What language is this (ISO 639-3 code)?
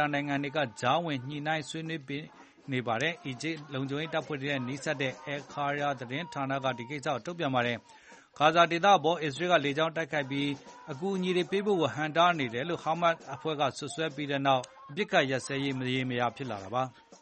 mya